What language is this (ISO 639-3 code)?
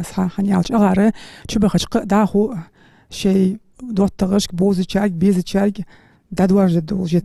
inh